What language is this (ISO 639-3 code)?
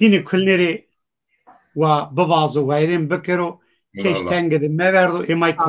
zza